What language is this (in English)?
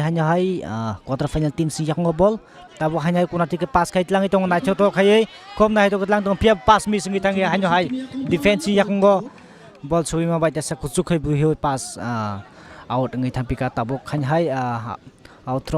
Kok Borok